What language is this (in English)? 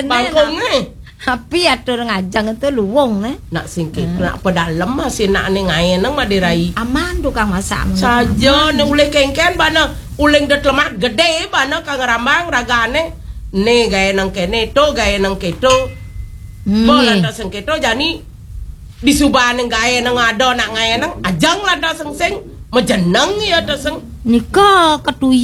Balinese